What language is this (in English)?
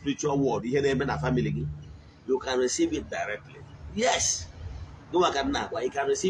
Igbo